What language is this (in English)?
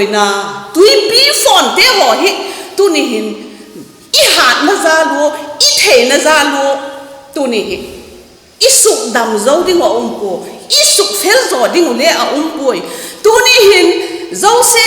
Vaiphei